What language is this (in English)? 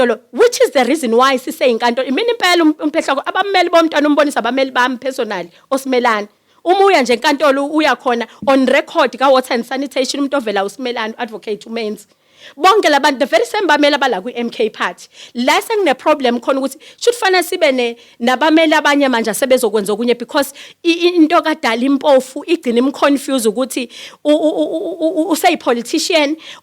Zulu